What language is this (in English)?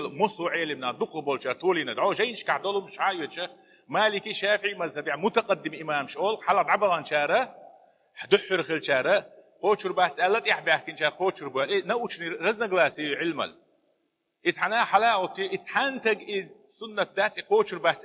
Chechen